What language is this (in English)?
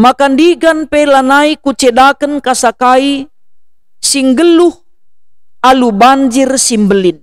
Batak Karo